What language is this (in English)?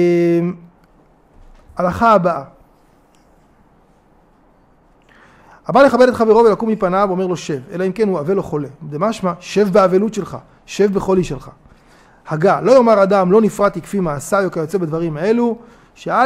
Hebrew